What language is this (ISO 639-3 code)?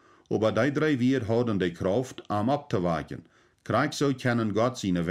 pdt